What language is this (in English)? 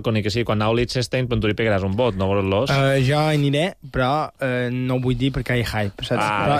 Catalan